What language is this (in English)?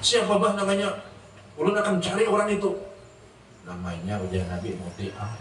Banjar